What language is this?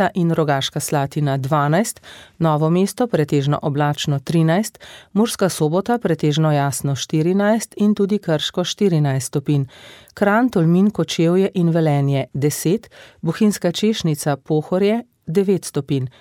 Slovenian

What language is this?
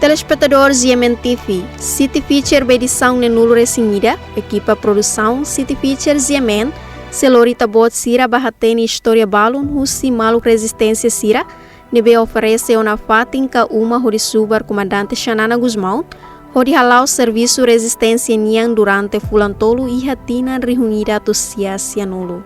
Tetum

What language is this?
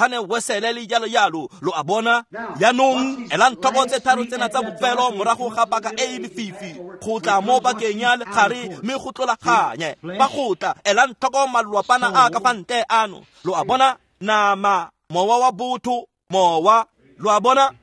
Tswana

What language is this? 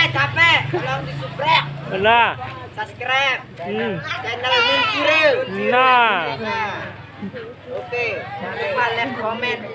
Sasak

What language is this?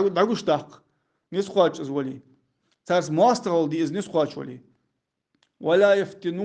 Ingush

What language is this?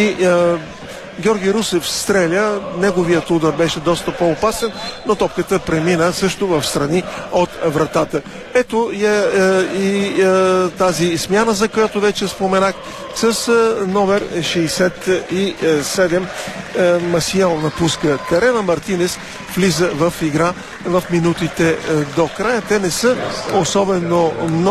Bulgarian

